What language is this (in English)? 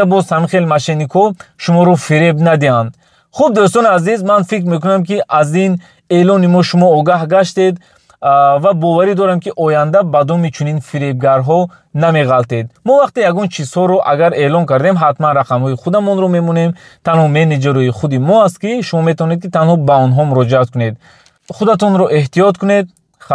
Tajik